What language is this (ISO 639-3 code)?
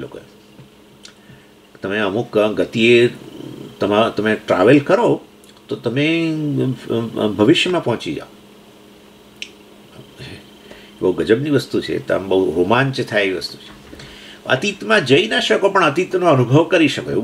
guj